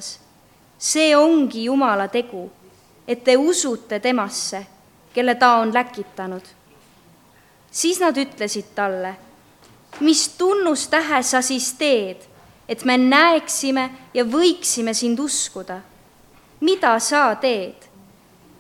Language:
Estonian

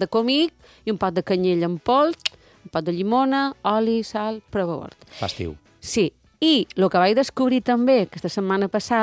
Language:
Catalan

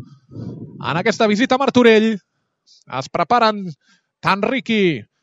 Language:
Catalan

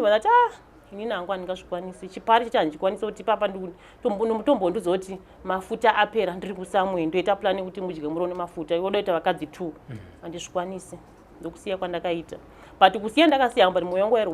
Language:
Shona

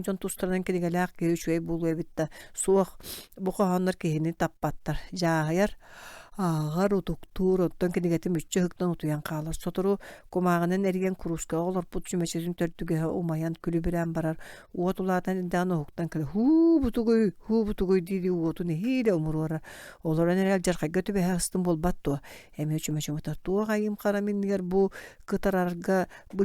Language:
Yakut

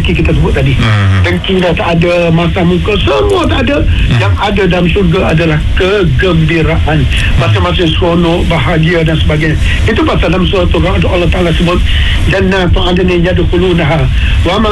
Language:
Malay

